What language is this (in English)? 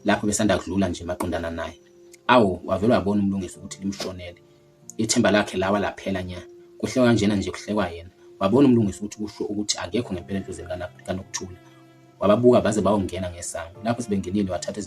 Zulu